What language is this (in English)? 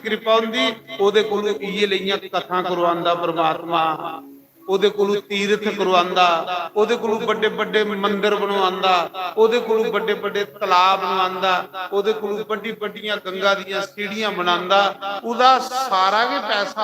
Dogri